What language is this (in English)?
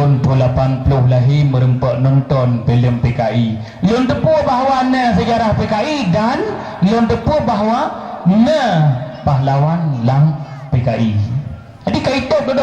Achinese